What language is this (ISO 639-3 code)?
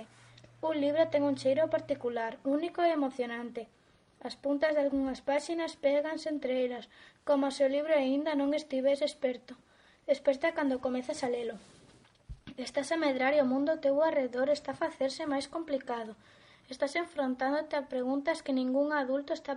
glg